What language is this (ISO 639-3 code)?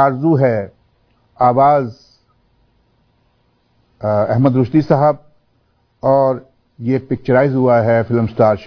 urd